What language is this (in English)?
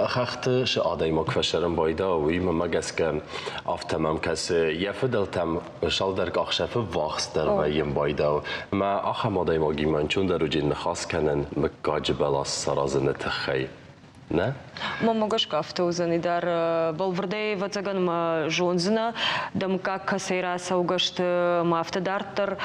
Ossetic